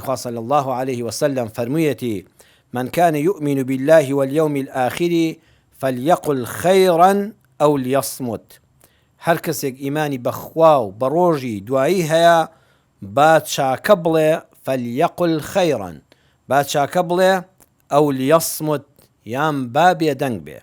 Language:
Central Kurdish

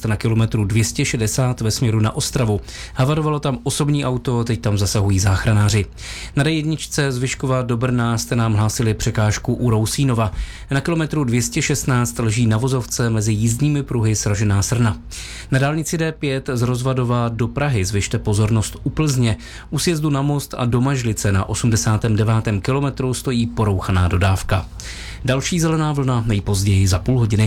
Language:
Czech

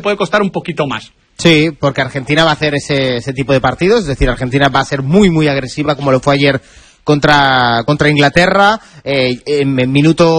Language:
Spanish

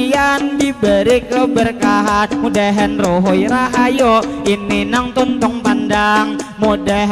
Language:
Banjar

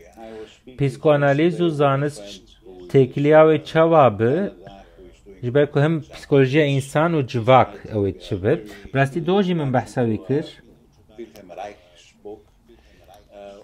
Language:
Kurdish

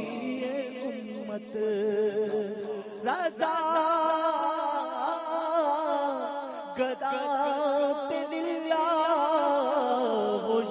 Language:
Urdu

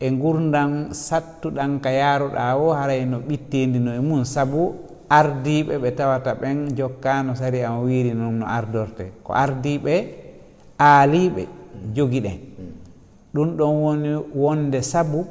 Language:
Fula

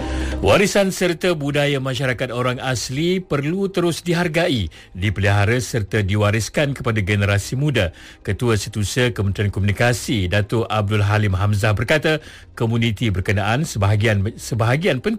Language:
Malay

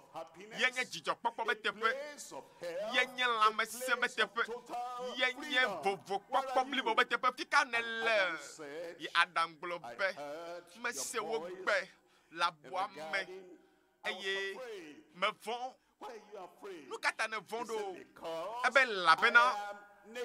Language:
Ewe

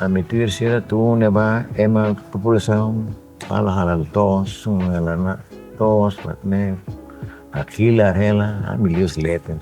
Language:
Tetum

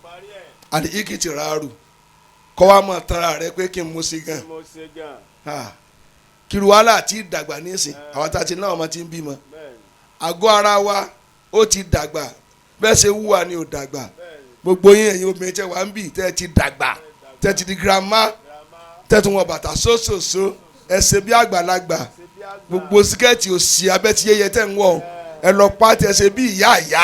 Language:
Yoruba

